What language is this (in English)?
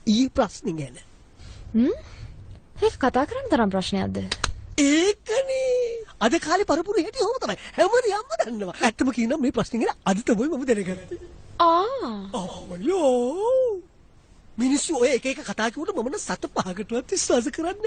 Sinhala